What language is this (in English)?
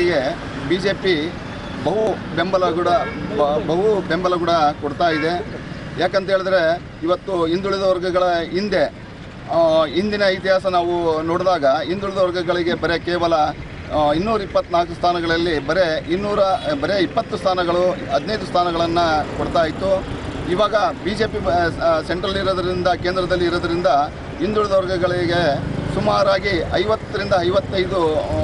Kannada